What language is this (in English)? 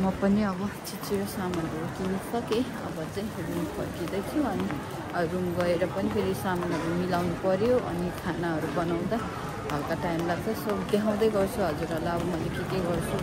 Nepali